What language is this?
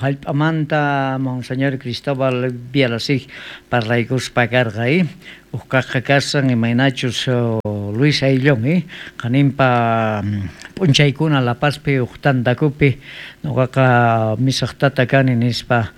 South Bolivian Quechua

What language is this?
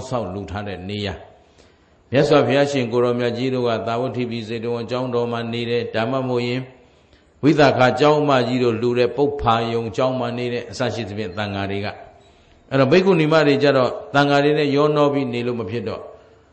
Burmese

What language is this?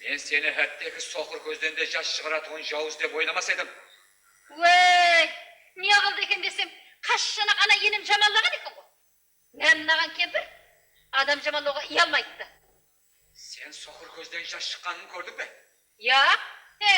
Kara-Kalpak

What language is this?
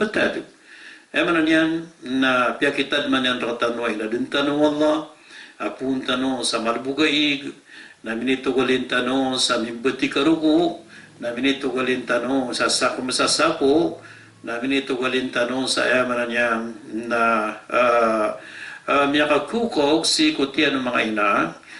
Maranao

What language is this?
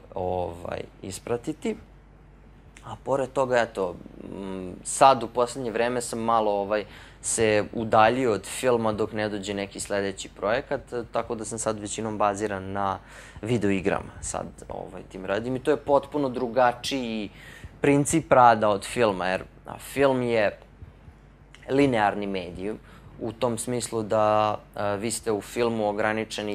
Serbian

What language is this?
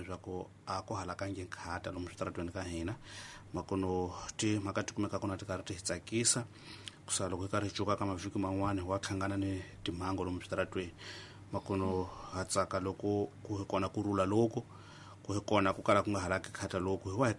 Tsonga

